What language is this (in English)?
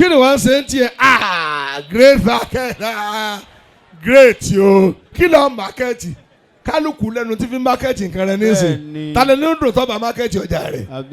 Yoruba